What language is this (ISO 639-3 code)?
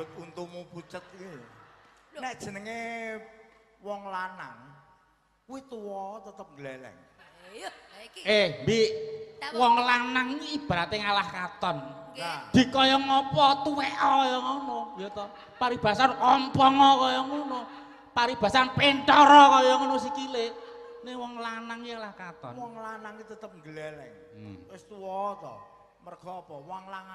jav